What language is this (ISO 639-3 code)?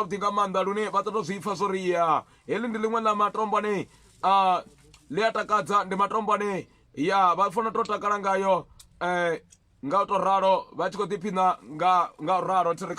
ven